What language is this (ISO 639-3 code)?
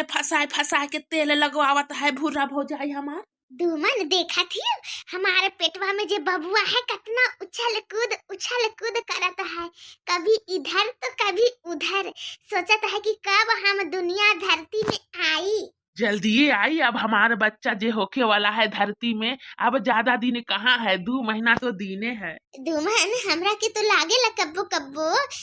bho